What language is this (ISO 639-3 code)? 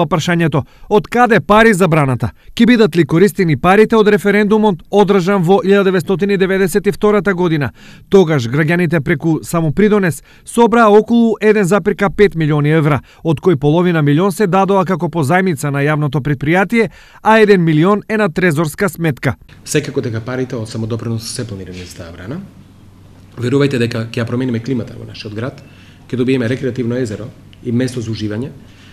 mkd